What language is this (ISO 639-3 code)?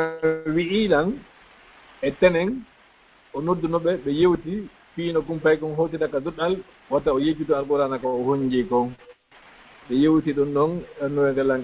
ful